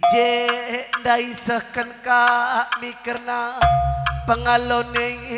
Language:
Batak Karo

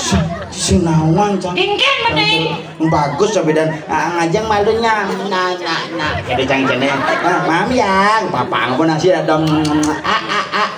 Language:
Balinese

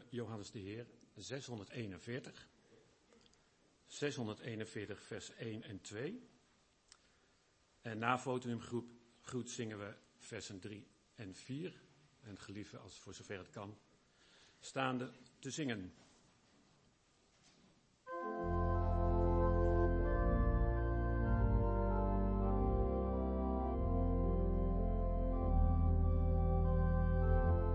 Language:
Dutch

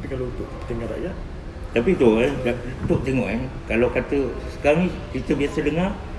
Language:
Malay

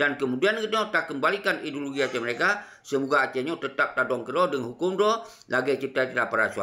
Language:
Achinese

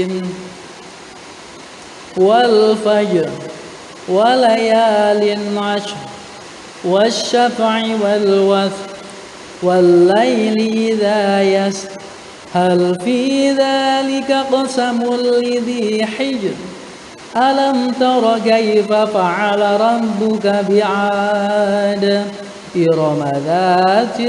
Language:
Arabic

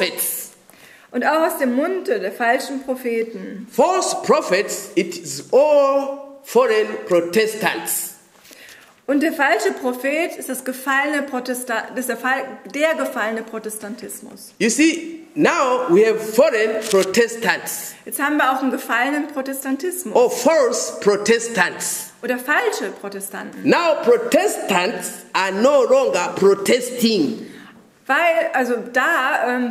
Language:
German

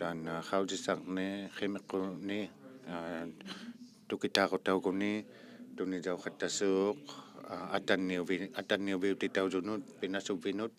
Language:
Inuktitut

